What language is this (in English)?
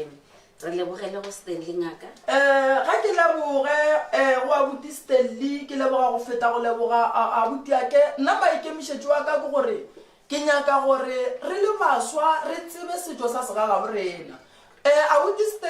Northern Sotho